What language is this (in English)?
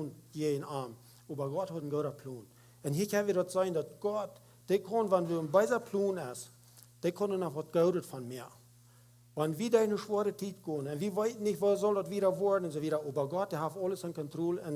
Plautdietsch